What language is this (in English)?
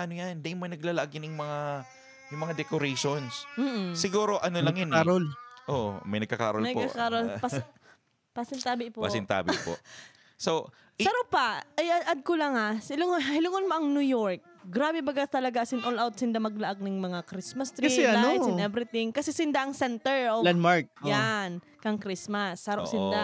Bikol